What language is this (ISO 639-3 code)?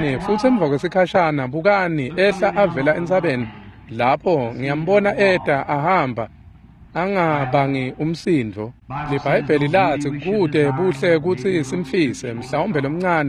ssw